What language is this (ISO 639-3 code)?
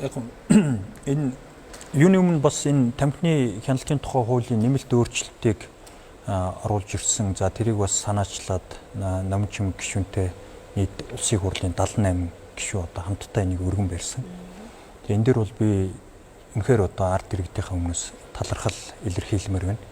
mon